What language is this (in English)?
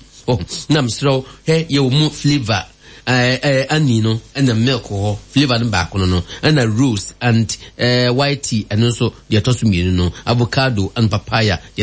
Akan